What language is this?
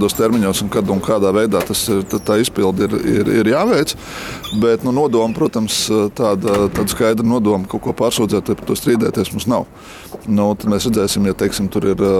Latvian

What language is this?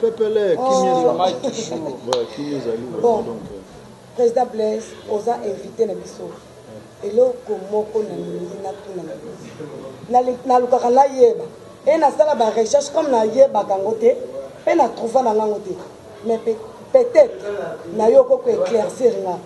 Lingala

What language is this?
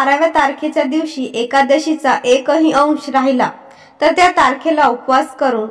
Marathi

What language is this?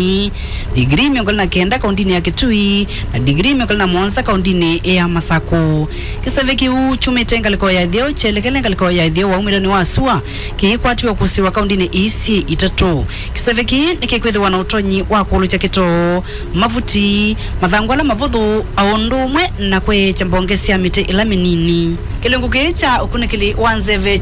Kamba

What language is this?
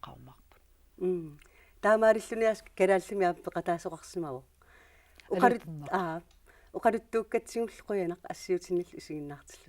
Kalaallisut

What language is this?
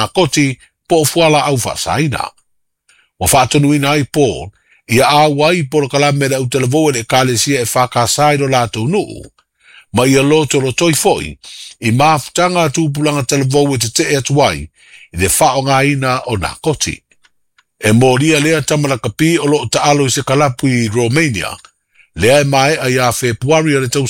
Samoan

